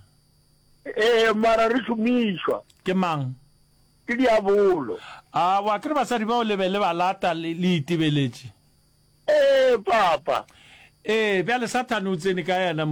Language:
Northern Sotho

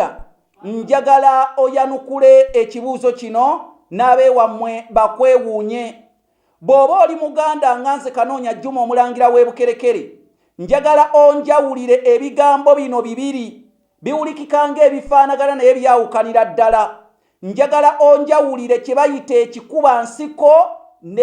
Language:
Ganda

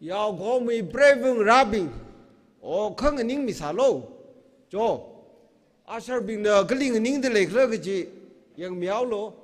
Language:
Tangkhul Naga (India)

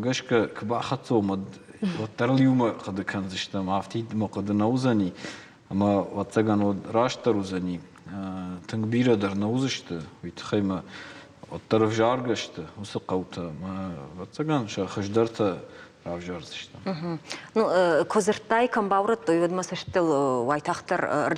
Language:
Ossetic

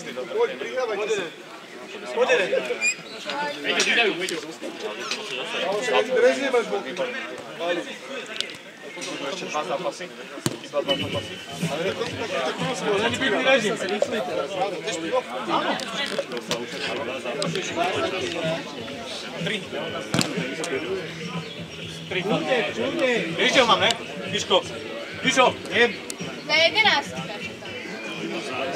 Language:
Slovak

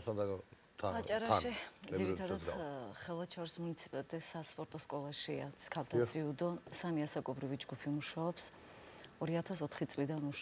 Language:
Georgian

